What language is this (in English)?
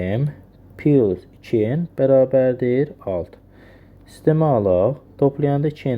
Azerbaijani